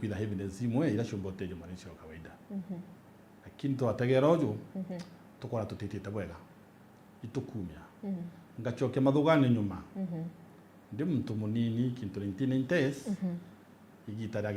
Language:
Meru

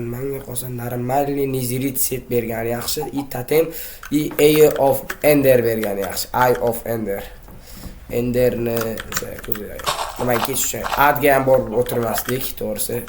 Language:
Uzbek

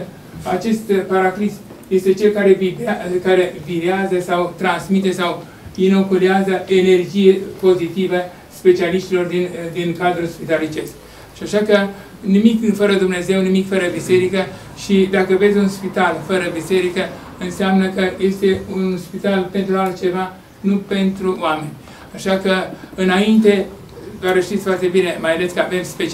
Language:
Romanian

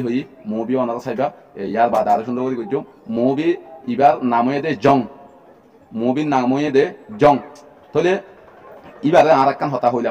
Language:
Rohingya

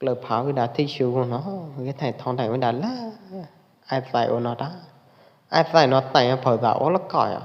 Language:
Pwo Eastern Karen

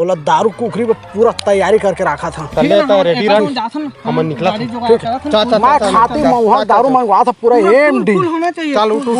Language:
Chhattisgarhi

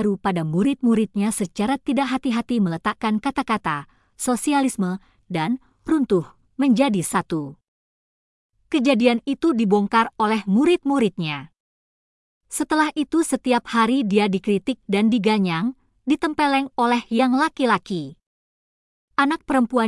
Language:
Indonesian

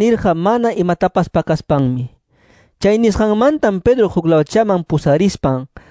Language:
Quechua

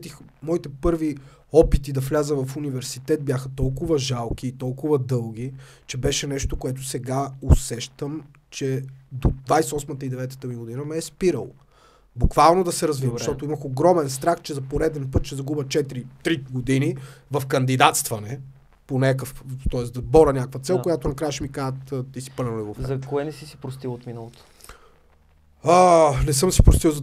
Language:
Bulgarian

